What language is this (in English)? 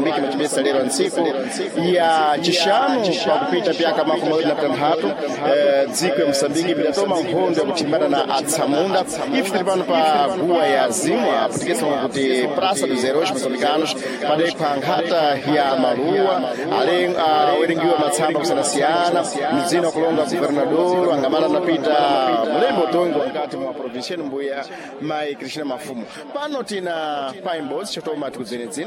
Sena